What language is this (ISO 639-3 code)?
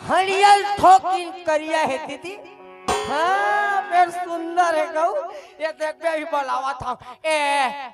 hne